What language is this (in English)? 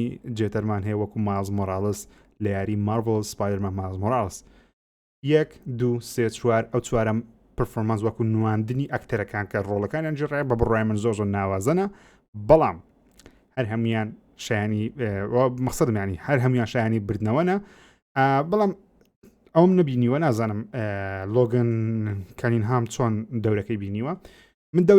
Central Kurdish